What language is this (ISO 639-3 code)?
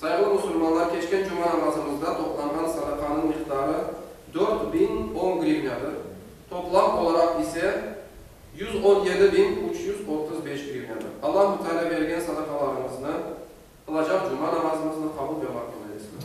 crh